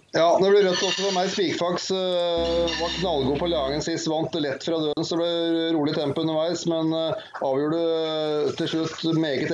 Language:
Norwegian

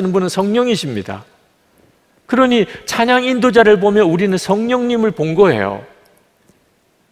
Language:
Korean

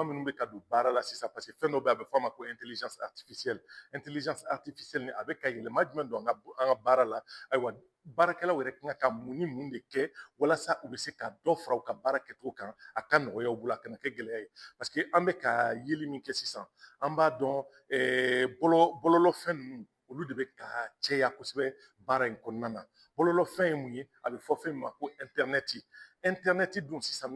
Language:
Bambara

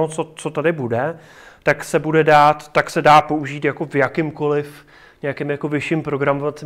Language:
Czech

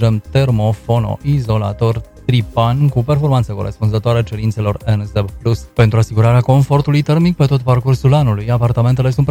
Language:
Romanian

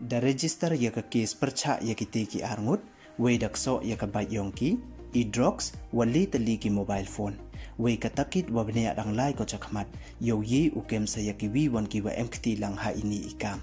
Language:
Pnar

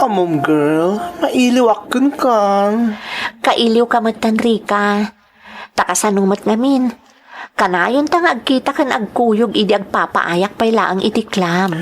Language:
Iloko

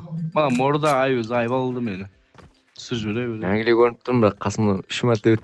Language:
Kara-Kalpak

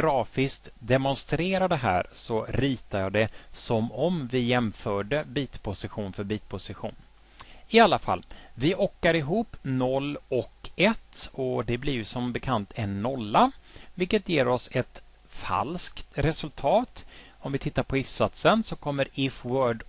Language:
Swedish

